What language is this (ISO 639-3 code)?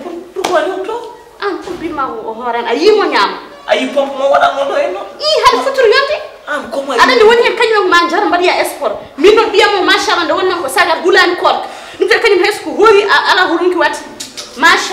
ful